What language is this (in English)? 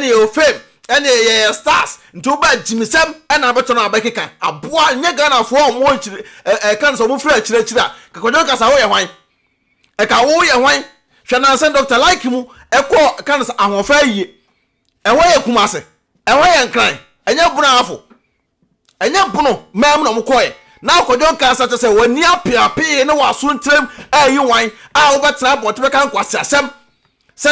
Akan